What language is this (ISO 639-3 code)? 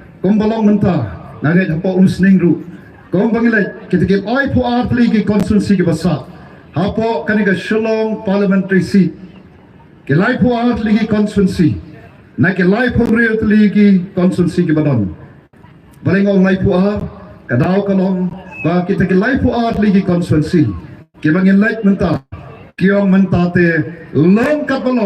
kha